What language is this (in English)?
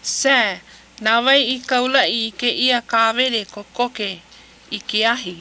Hawaiian